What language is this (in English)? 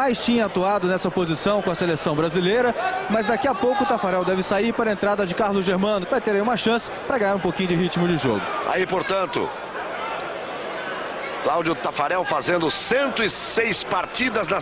Portuguese